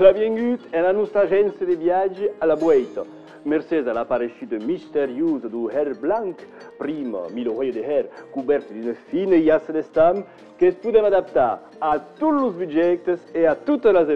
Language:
Occitan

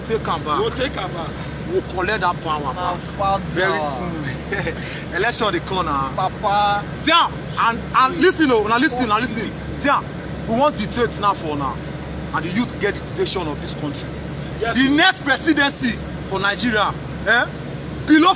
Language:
Nigerian Pidgin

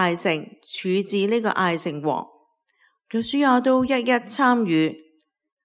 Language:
Cantonese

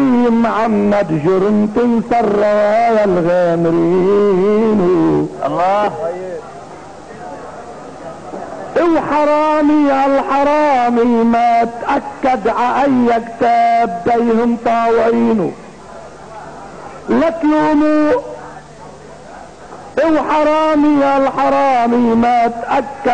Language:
North Levantine Arabic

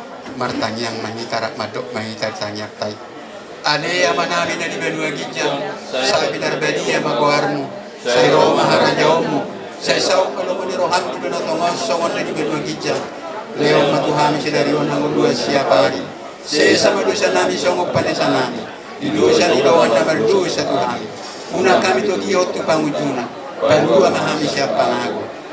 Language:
Batak Toba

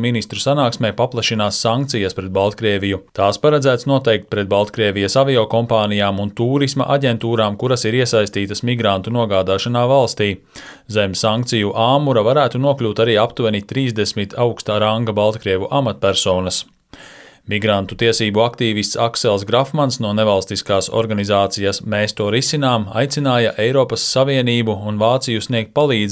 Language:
Latvian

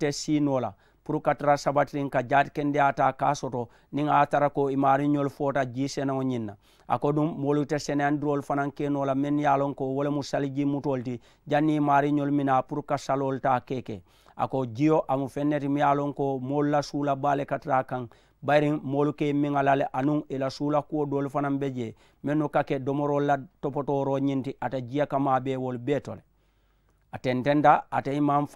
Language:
Mandingo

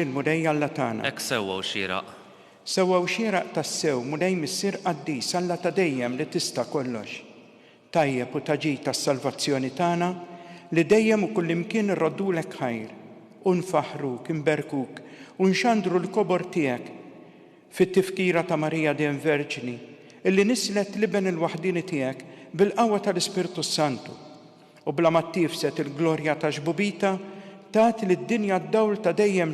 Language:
Maltese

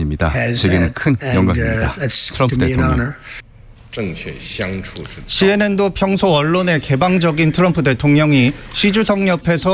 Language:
Korean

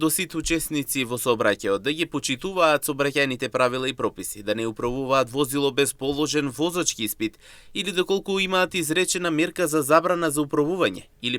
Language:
Macedonian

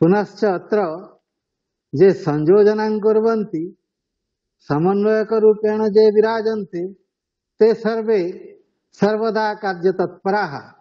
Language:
Sanskrit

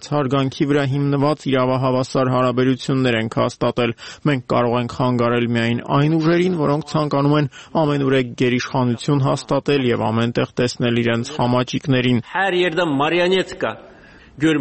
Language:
Armenian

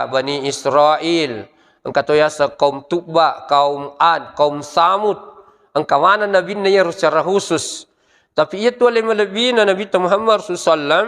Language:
Buginese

